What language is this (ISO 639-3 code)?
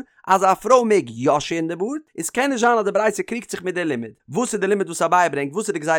yid